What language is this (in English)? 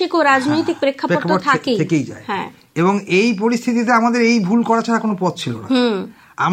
Bangla